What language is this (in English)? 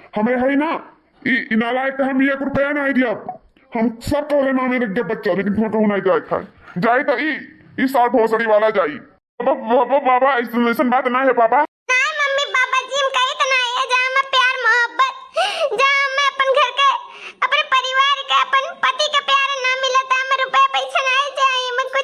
Awadhi